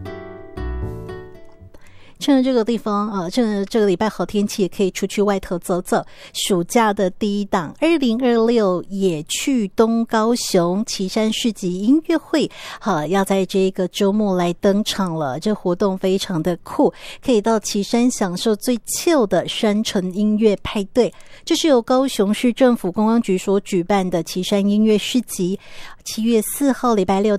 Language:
Chinese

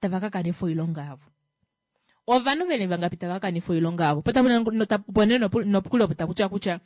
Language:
Kuanyama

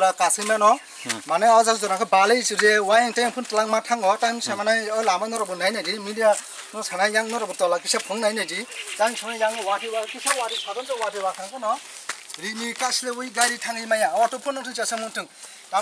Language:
Kok Borok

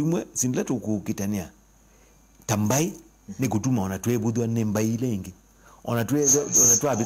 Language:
Kamba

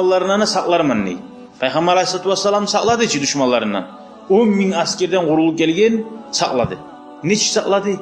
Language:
Kumyk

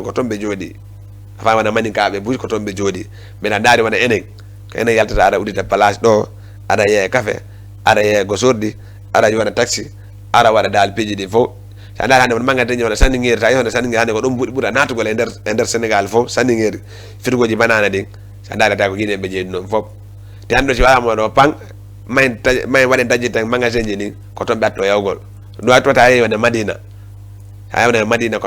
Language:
Fula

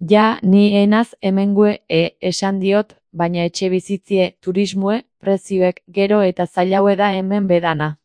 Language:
Basque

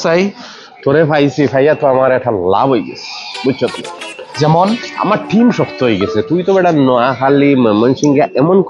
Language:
Sylheti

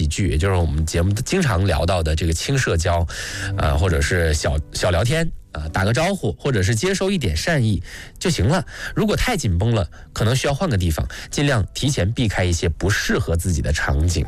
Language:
Chinese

